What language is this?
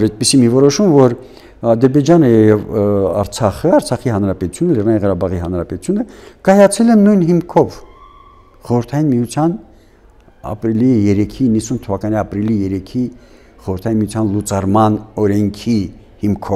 Armenian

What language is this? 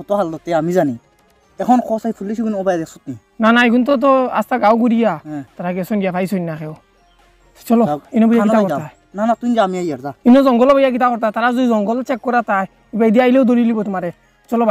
Sylheti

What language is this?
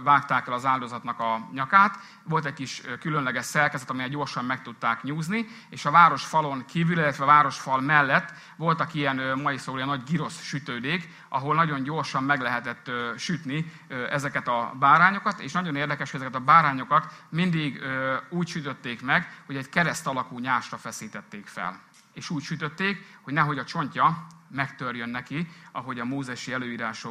Hungarian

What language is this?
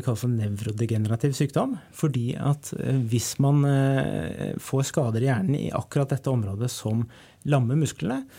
Norwegian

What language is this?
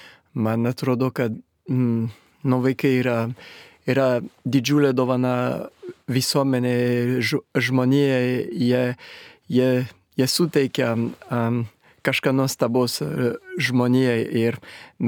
Lithuanian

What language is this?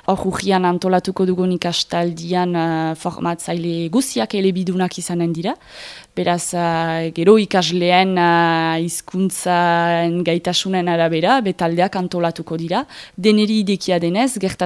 Basque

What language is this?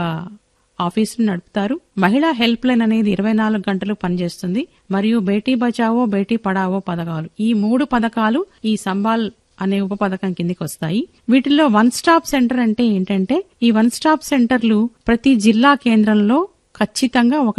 Telugu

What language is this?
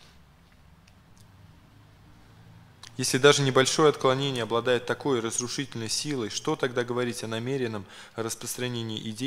Russian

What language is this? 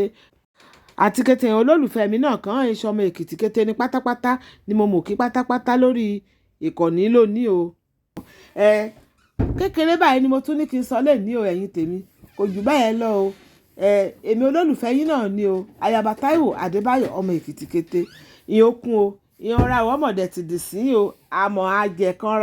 Yoruba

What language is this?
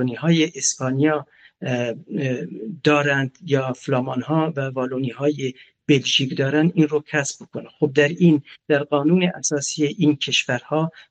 Persian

